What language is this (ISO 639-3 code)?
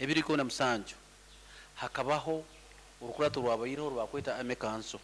nyo